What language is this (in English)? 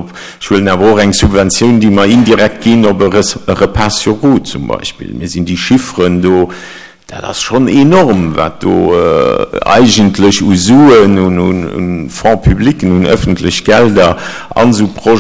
Luxembourgish